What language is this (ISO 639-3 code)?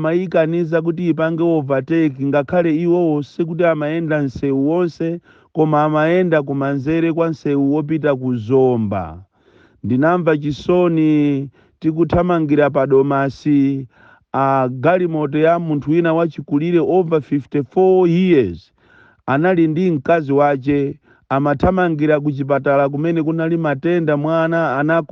nya